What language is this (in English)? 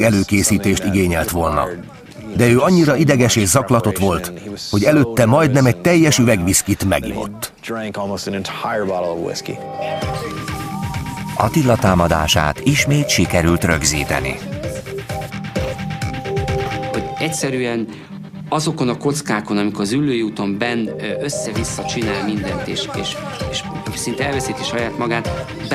Hungarian